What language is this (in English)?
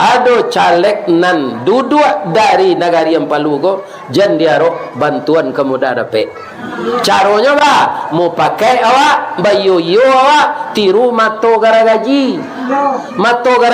Minangkabau